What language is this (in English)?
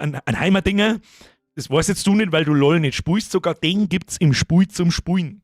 Bavarian